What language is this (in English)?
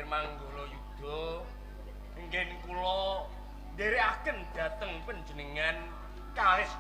Javanese